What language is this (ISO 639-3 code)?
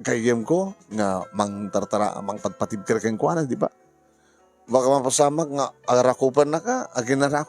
ilo